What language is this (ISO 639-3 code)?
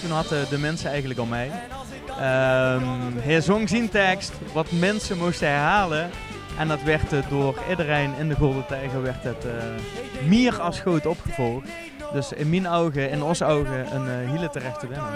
lim